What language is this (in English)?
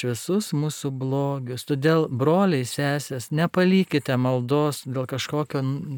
Lithuanian